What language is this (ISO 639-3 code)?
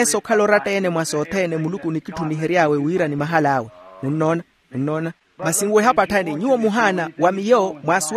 vmw